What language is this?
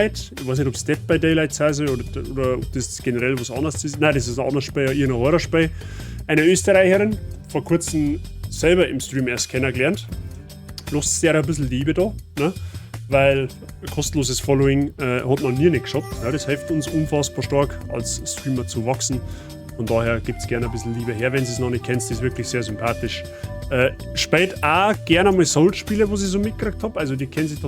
Bavarian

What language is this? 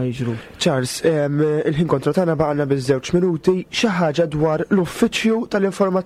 Maltese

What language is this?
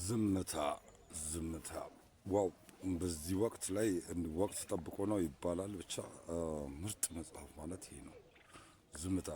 Amharic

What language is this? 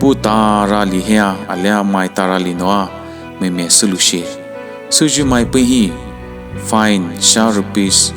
Poumei Naga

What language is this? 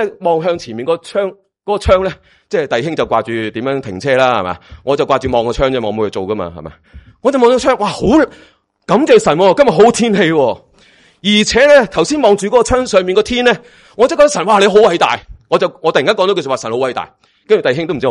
Cantonese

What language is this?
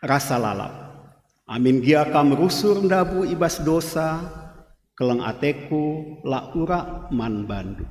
Batak Karo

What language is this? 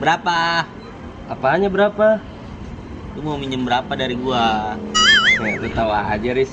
Betawi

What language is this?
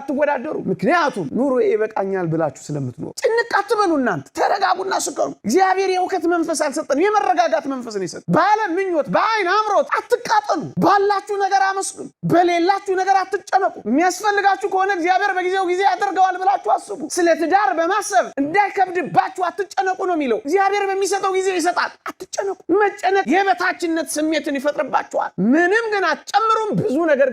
Amharic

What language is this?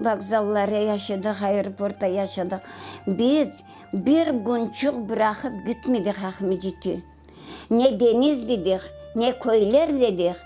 Crimean Tatar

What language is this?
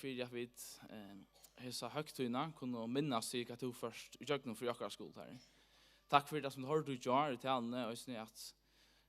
Faroese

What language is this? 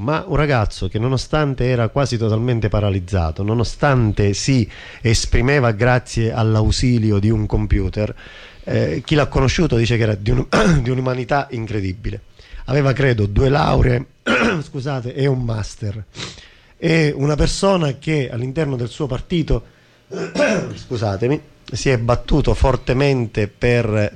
Italian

